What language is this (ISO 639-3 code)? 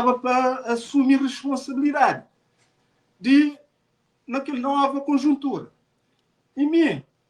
kea